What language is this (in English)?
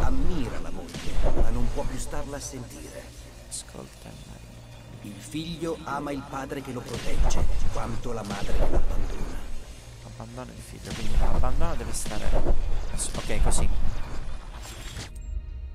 Italian